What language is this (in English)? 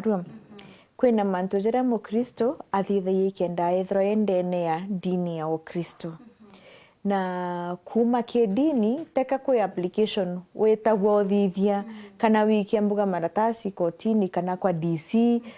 Meru